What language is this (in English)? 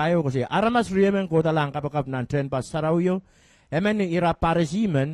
Pohnpeian